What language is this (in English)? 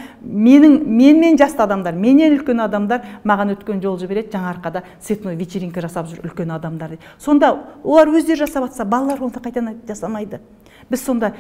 Kazakh